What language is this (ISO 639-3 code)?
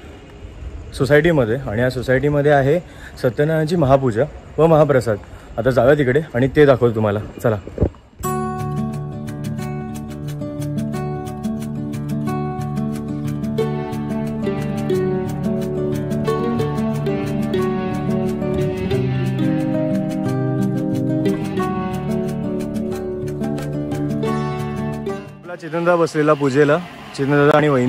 mar